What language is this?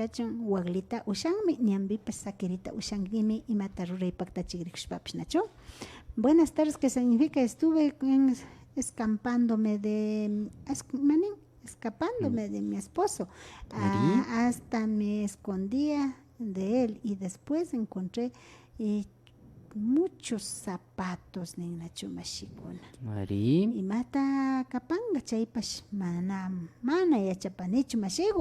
Imbabura Highland Quichua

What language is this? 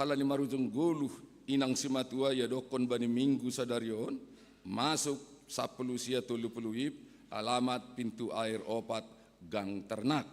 Batak Simalungun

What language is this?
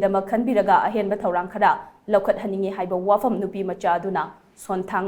Manipuri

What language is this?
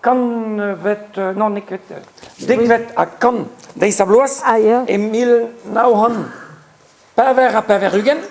Breton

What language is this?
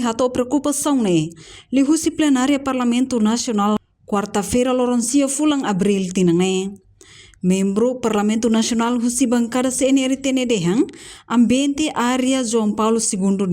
Tetum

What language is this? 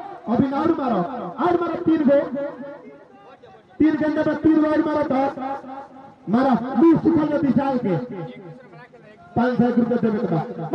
Bhojpuri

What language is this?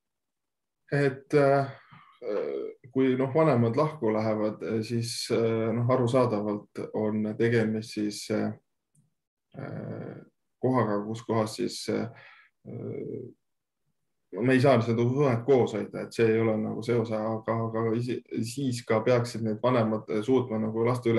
Estonian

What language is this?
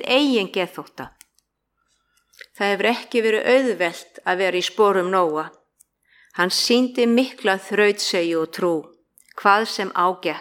Icelandic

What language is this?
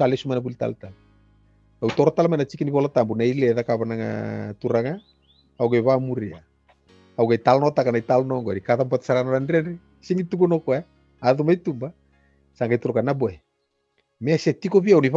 Fijian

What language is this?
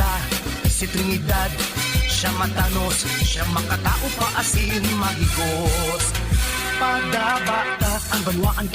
Bikol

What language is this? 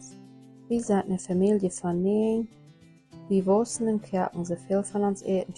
Plautdietsch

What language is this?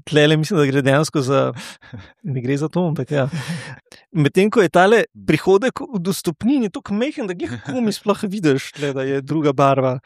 Slovenian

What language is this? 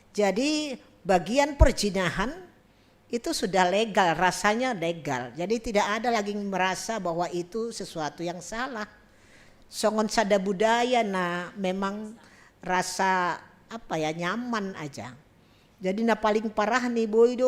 Batak Simalungun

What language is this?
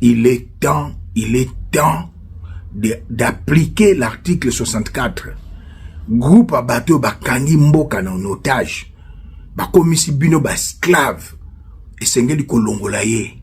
Lingala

